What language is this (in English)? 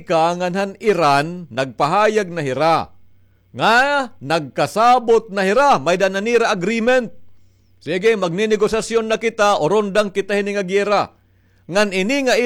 Waray